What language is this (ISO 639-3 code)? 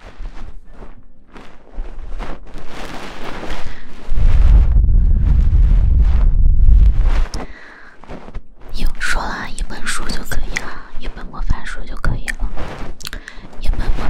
zho